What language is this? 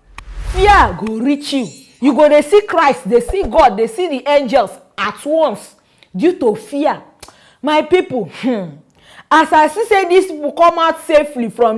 Nigerian Pidgin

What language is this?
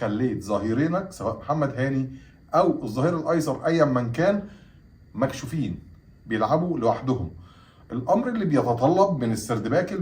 Egyptian Arabic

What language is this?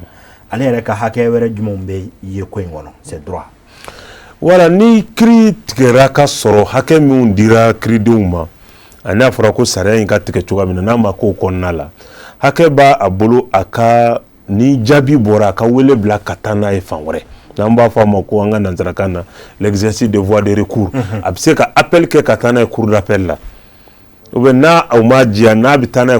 Bambara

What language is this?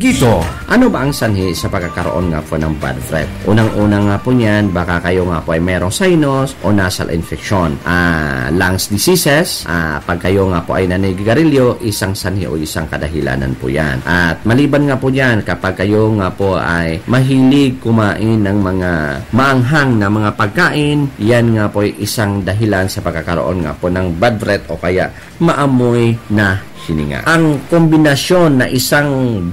Iloko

